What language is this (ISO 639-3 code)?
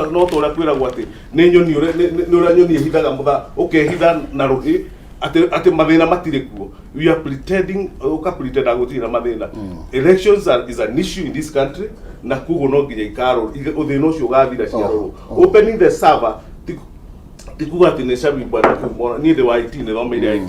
kik